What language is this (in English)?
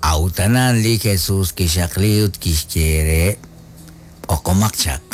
Kekchí